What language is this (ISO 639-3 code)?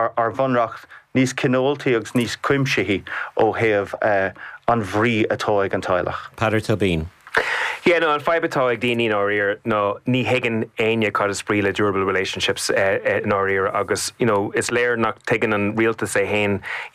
gle